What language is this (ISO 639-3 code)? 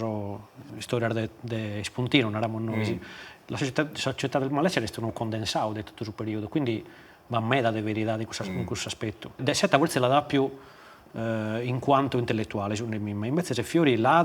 srd